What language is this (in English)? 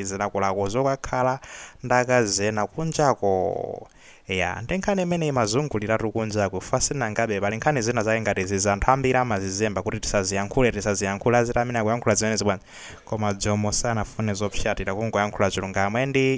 Nyanja